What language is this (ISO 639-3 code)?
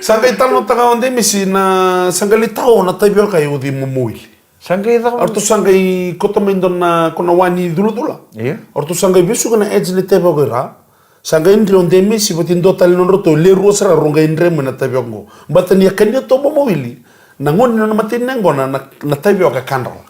fij